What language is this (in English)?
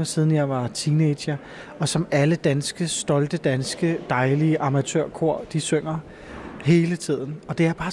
Danish